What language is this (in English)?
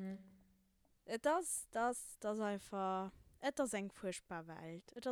Luxembourgish